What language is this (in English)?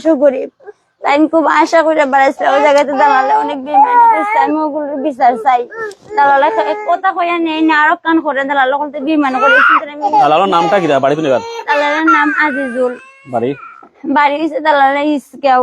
Sylheti